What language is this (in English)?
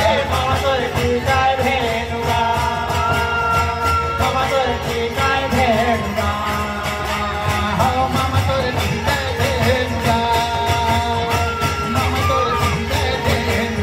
Chhattisgarhi